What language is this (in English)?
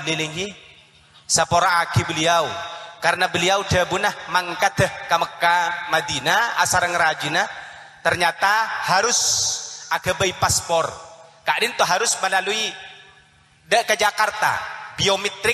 Madurese